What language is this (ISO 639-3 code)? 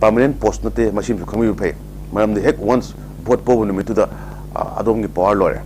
mni